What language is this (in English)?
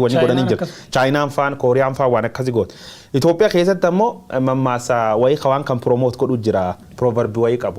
Oromo